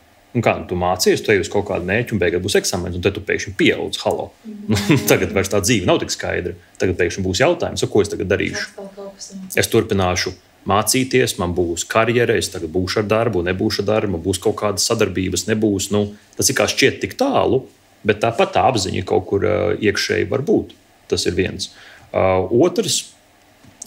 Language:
Latvian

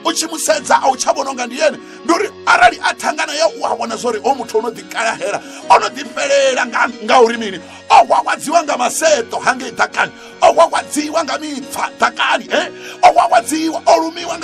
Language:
Venda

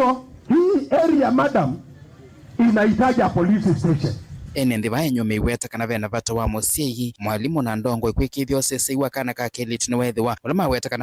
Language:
Kamba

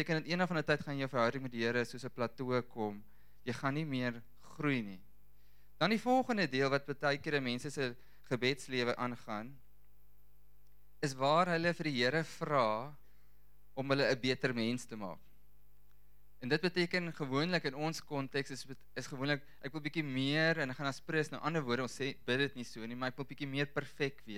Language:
Afrikaans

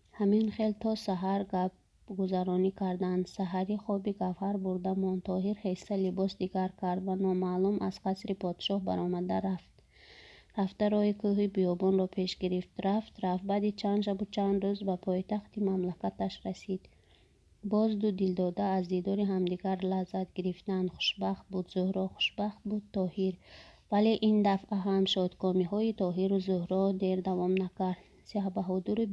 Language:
Tajik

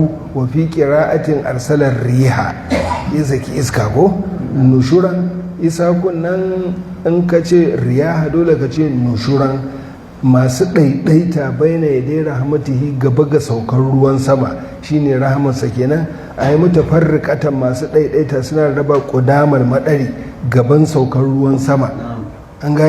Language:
Hausa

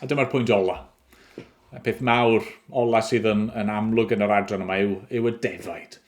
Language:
Welsh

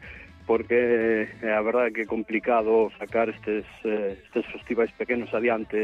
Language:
Galician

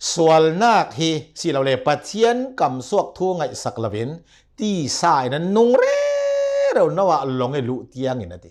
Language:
Hakha Chin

